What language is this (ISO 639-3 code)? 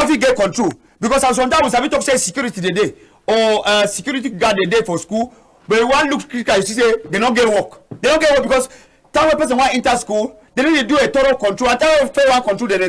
wes